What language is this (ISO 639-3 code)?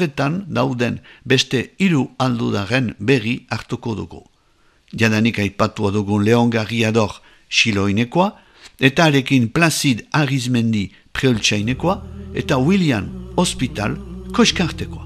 eus